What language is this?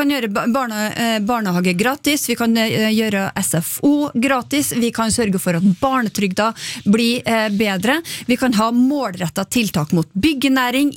Norwegian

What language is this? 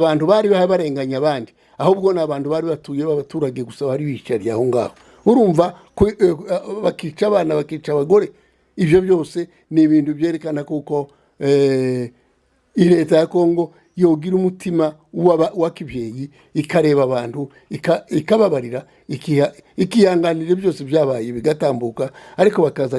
Kinyarwanda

